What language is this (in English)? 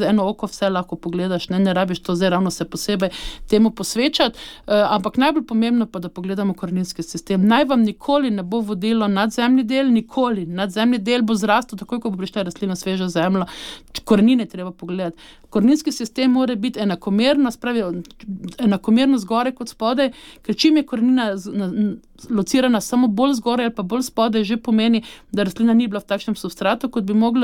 Slovenian